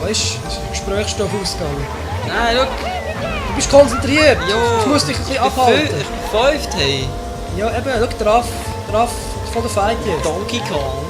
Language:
Swiss German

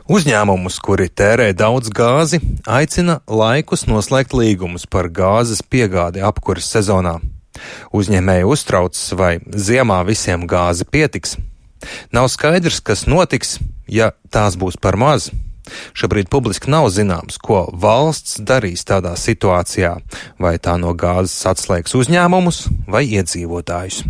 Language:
Latvian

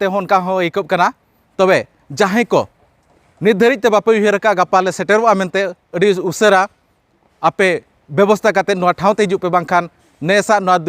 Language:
Santali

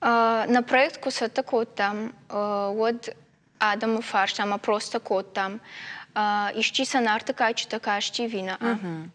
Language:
Ossetic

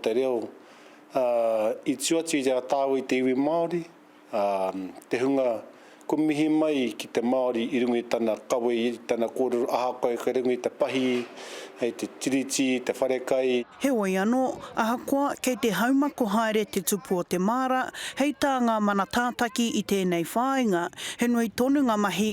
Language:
Māori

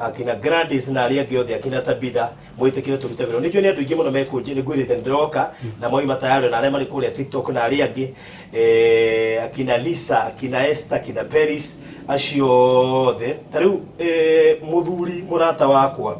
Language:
Kikuyu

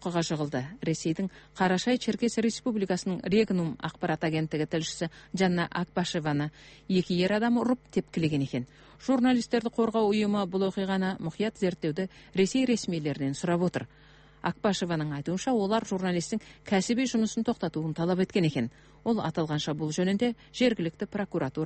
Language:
Kazakh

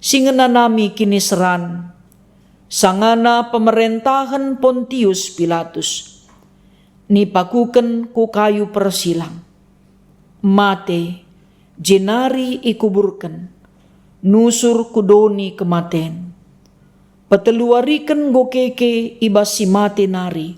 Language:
Batak Karo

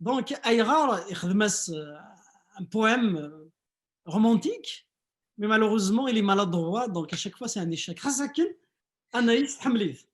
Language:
Kabyle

